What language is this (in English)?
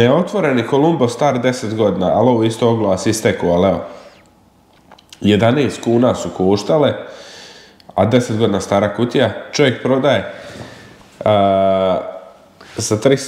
Croatian